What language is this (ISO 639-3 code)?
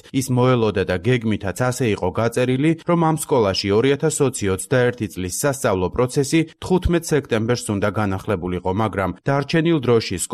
kat